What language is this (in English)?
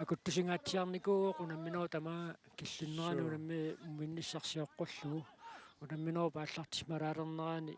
Kalaallisut